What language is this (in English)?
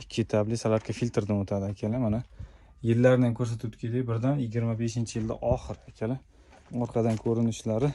Uzbek